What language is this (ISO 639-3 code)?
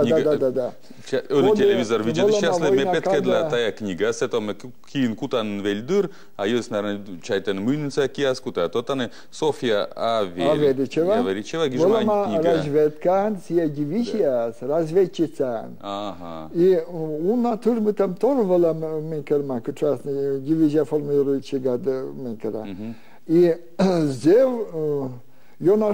bel